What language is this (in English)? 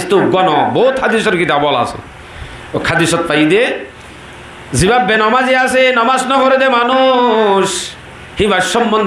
Rohingya